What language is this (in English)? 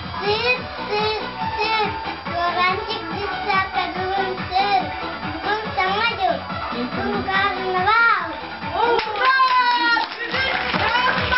Yakut